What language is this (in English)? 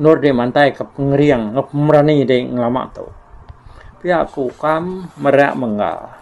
Iban